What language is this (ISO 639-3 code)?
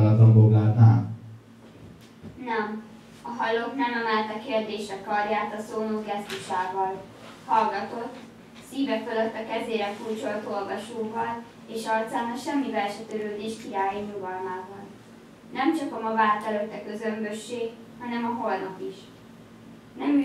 hun